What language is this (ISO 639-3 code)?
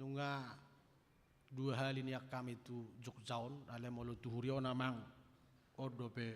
bbc